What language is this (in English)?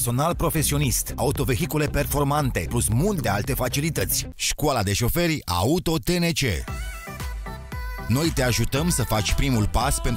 Romanian